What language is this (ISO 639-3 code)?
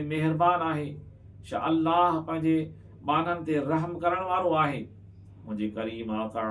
snd